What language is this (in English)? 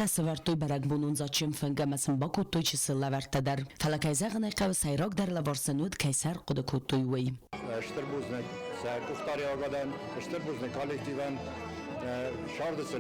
Ossetic